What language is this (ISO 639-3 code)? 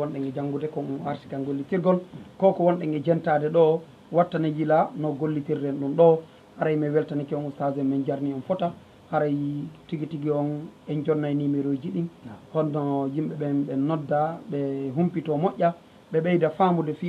ful